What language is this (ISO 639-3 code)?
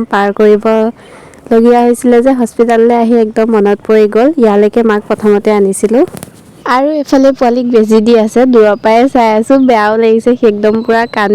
asm